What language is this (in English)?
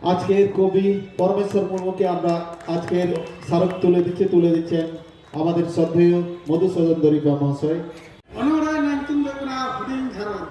Santali